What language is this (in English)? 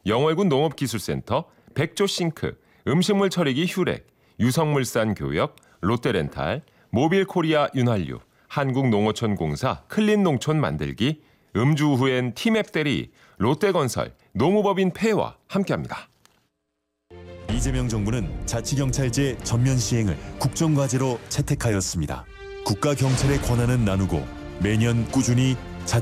Korean